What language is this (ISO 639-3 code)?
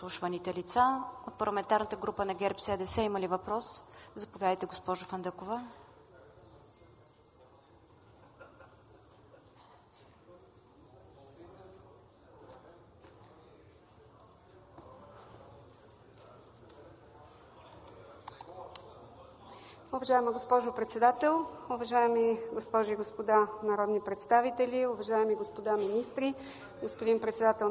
bul